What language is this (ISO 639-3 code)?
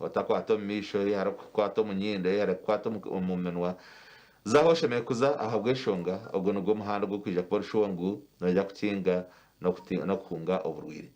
nyn